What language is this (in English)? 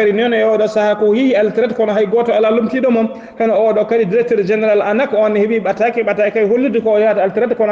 Fula